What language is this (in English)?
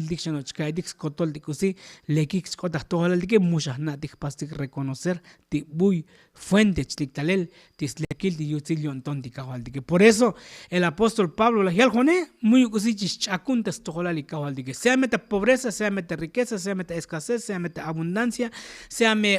Tzotzil